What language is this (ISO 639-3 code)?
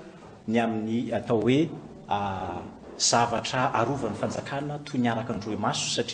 mlg